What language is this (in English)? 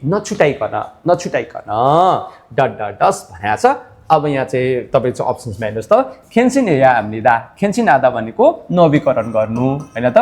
Nepali